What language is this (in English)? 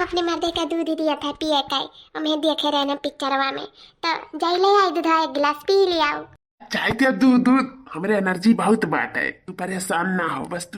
Awadhi